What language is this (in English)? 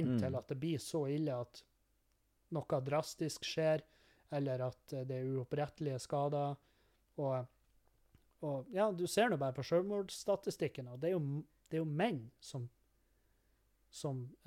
Norwegian